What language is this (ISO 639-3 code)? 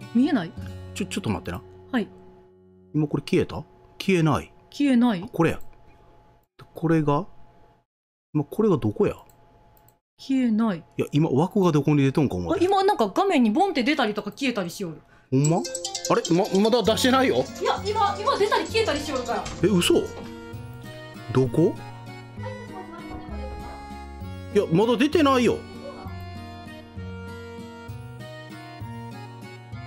jpn